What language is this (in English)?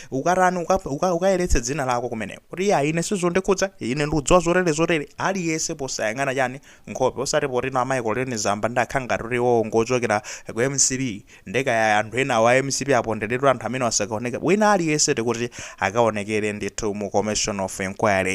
Nyanja